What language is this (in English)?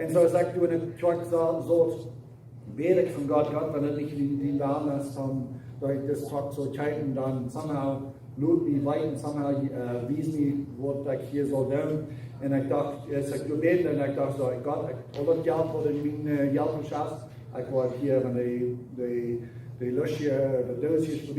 Plautdietsch